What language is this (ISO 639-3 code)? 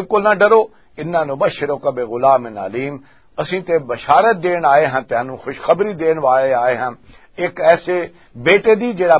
lah